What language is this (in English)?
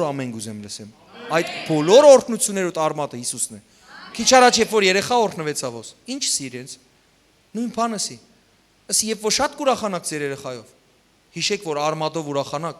Western Armenian